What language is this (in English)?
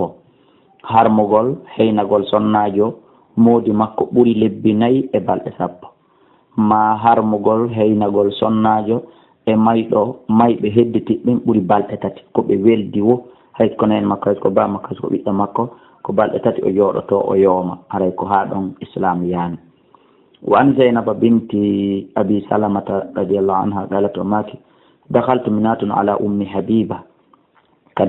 Fula